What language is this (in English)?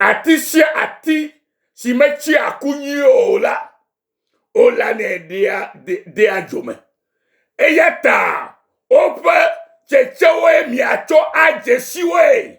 Ewe